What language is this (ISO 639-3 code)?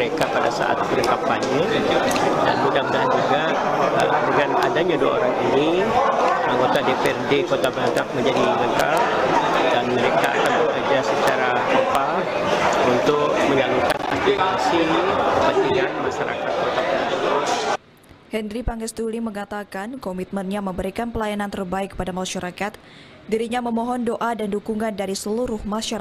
ind